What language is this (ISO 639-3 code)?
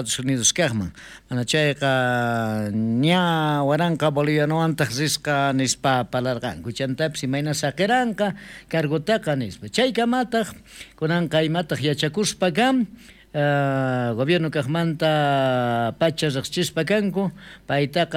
quh